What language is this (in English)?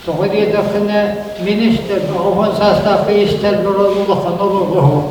Yakut